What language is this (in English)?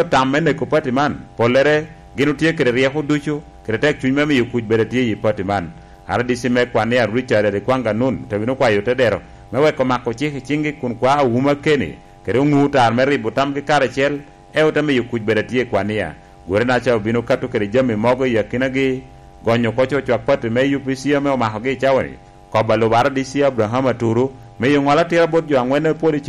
Lango (Uganda)